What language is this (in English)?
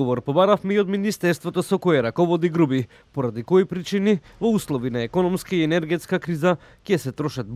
Macedonian